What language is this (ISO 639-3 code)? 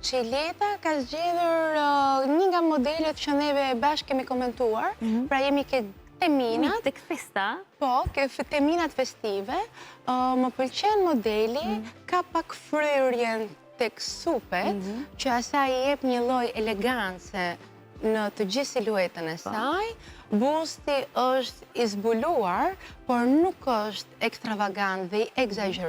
sqi